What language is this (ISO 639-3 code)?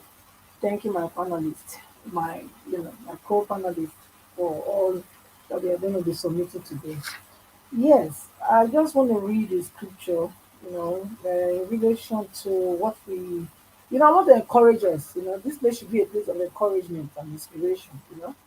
pcm